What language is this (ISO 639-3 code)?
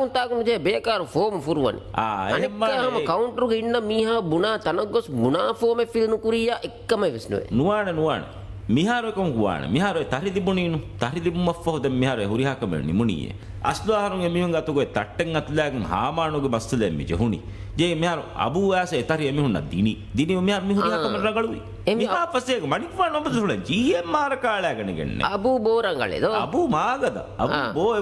div